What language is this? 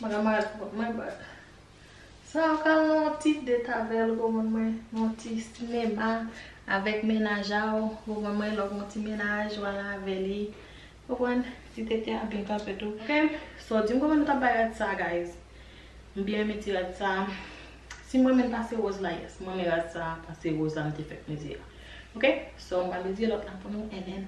Haitian Creole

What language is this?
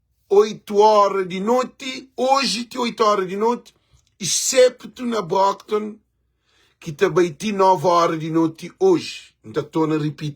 Kabuverdianu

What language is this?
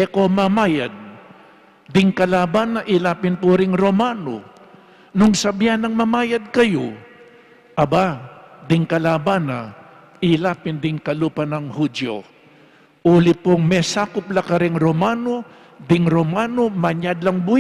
Pampanga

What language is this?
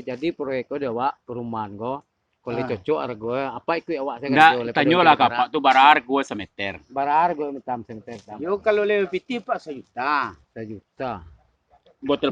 Minangkabau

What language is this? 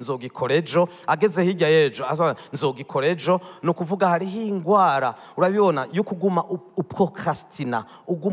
Rundi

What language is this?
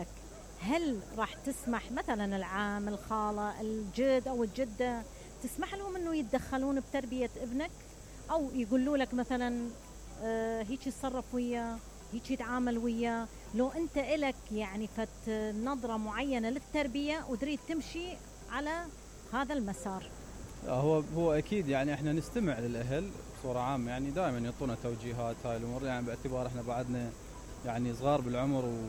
Mesopotamian Arabic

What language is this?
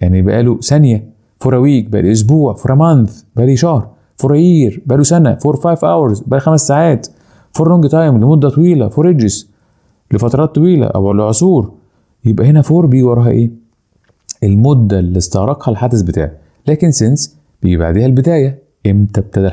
Egyptian Arabic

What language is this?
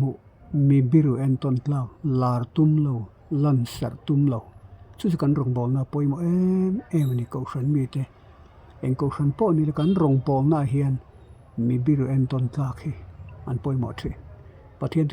Mizo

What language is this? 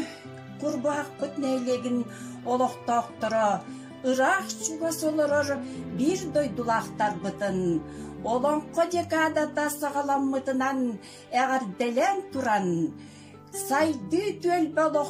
Yakut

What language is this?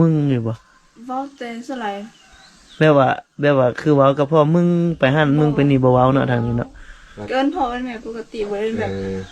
Lao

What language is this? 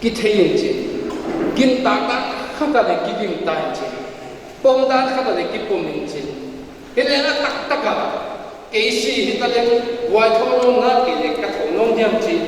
Paite Chin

